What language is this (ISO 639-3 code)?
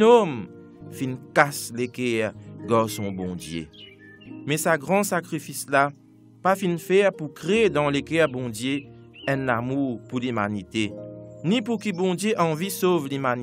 mfe